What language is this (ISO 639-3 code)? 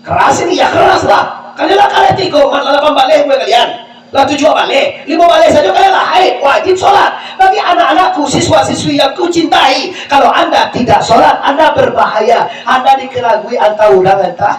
min